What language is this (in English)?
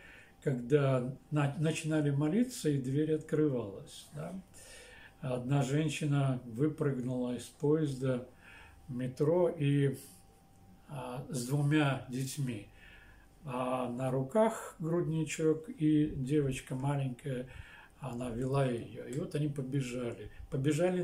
Russian